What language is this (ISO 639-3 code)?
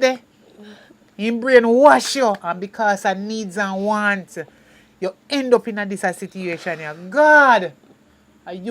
jam